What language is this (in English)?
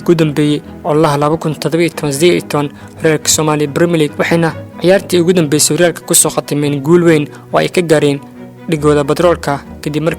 Somali